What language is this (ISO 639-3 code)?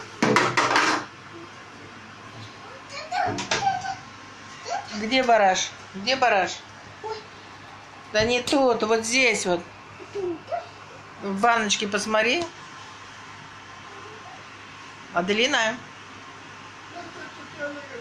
rus